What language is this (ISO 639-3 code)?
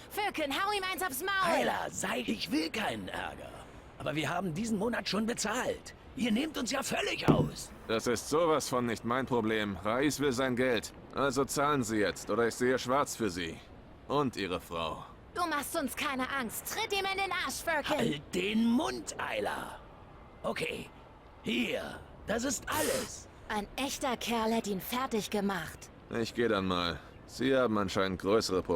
gsw